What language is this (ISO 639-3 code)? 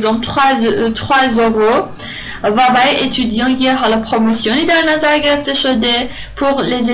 fas